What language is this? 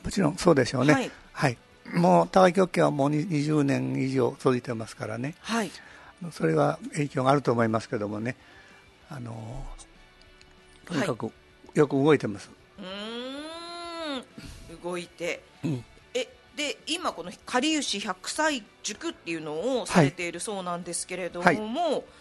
Japanese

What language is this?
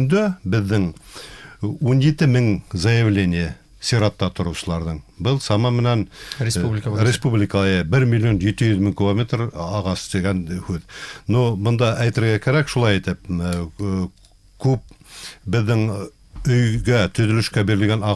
Bashkir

